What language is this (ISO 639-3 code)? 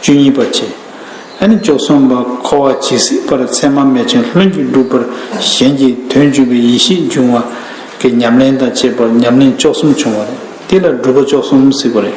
bod